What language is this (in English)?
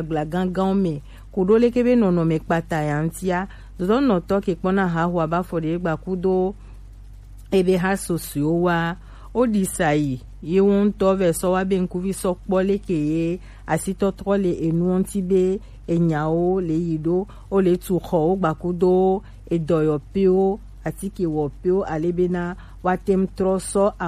Gen